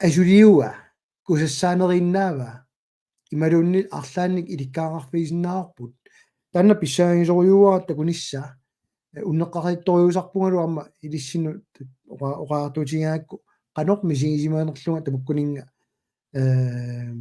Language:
Kalaallisut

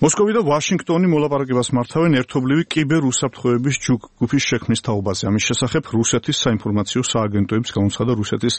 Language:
Georgian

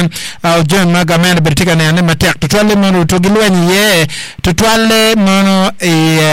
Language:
Acoli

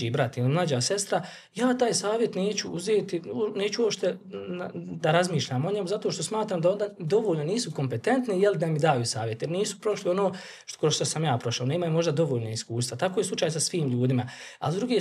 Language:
Bosnian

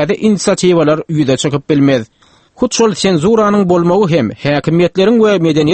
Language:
Turkmen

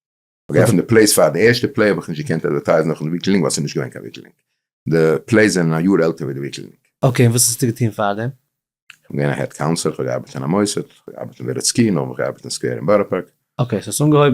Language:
Yiddish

